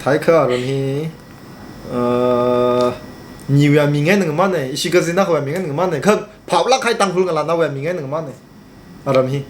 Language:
Tangkhul Naga (India)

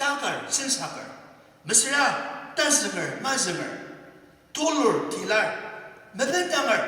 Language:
Ao Naga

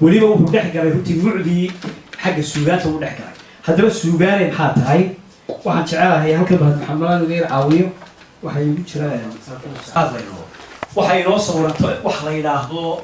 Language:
Somali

